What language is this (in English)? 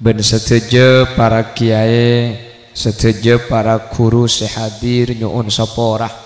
Madurese